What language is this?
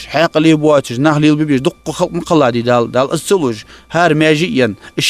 Ingush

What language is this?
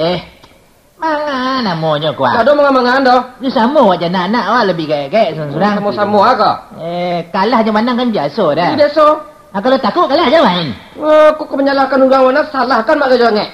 Minangkabau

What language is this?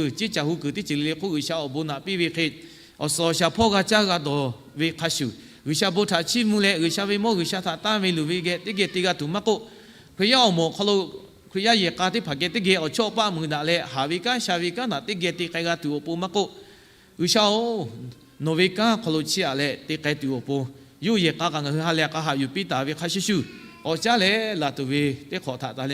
Lahu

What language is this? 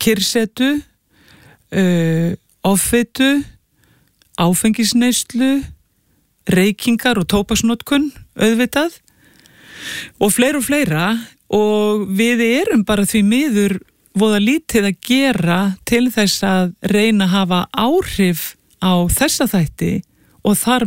Icelandic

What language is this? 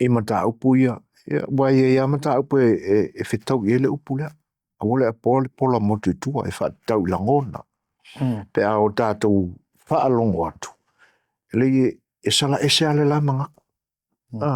Samoan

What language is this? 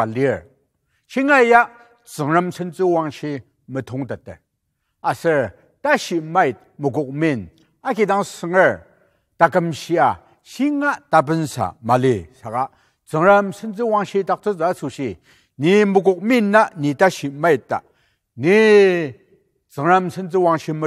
Ao Naga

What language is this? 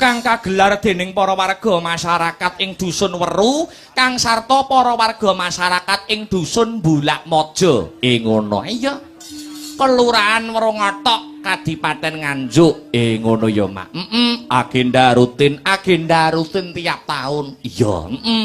Javanese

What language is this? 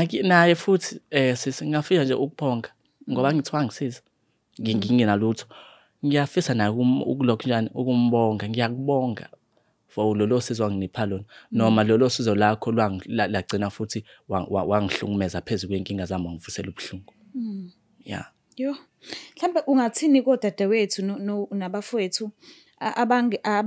Zulu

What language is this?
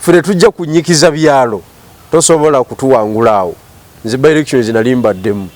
Ganda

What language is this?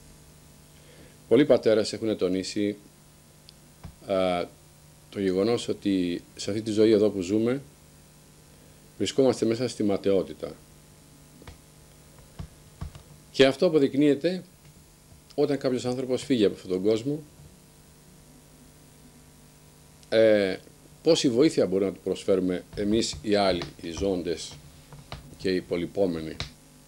Greek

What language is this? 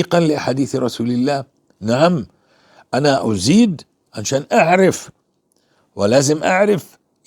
North Levantine Arabic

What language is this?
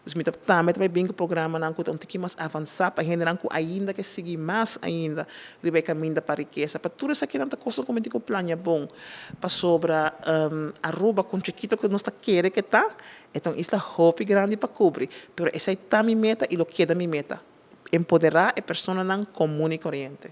Papiamento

